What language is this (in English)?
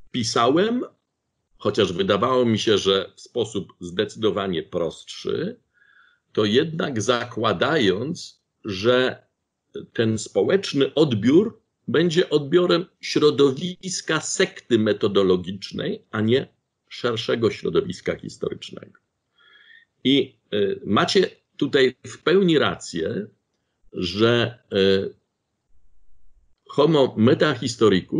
Polish